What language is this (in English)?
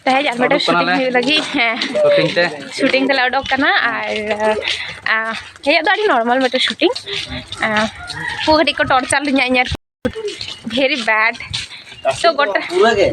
Santali